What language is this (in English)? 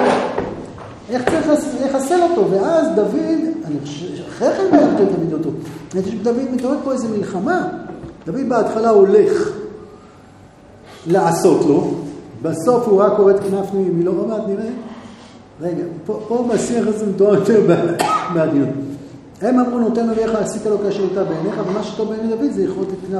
Hebrew